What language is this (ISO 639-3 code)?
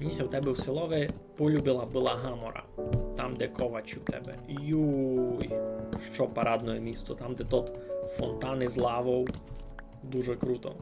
rue